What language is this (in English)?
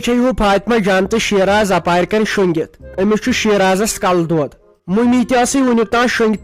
Kashmiri